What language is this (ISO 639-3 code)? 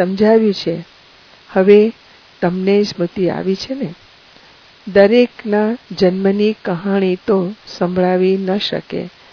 guj